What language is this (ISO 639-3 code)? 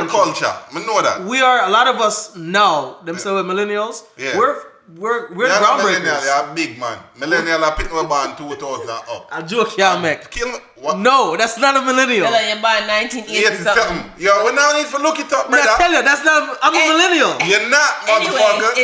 jam